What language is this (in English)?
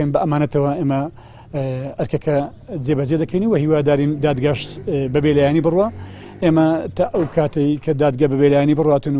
Central Kurdish